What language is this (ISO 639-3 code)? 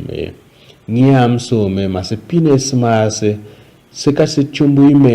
tiv